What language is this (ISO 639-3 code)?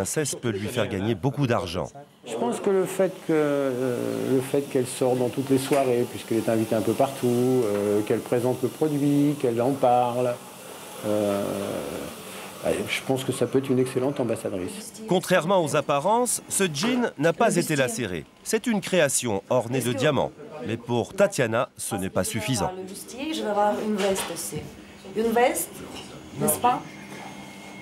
fra